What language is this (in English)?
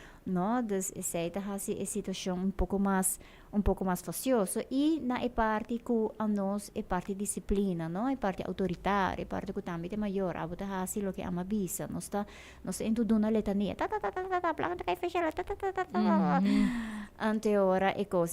Papiamento